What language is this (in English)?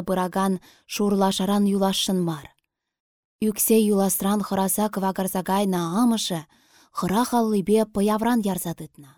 Chuvash